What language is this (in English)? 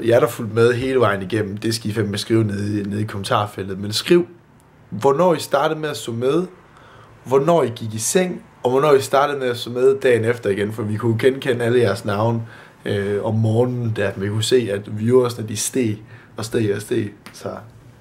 Danish